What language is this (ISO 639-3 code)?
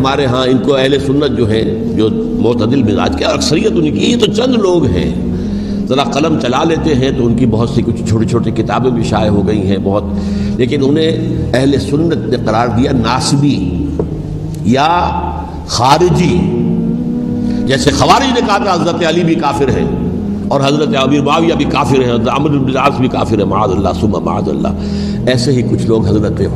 urd